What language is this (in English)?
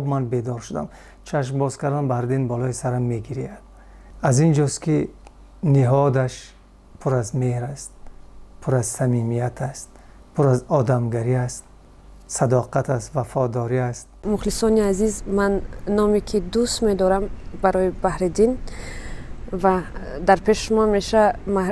Tajik